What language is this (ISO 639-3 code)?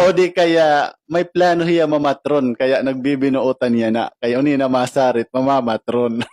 war